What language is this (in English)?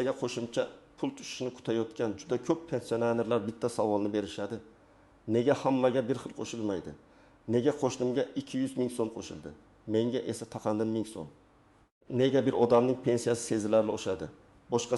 Uzbek